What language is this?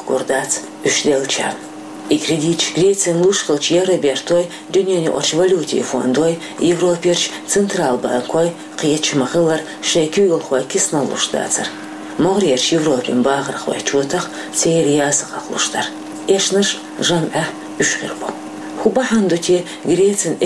Chechen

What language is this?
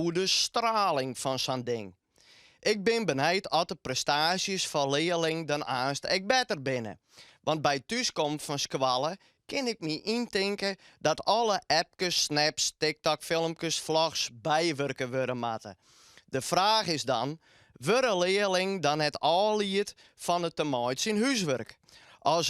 Western Frisian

